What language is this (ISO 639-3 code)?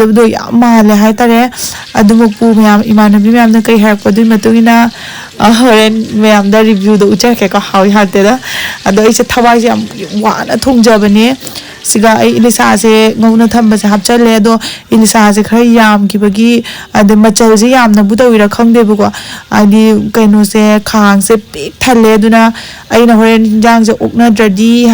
mni